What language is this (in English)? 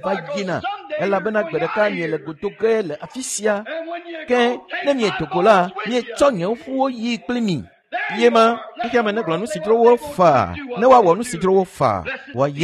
Ewe